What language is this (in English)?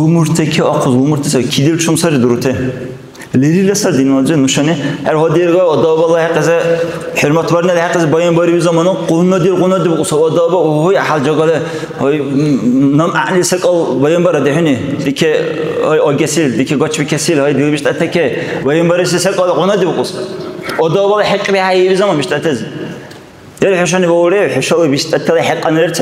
Dargwa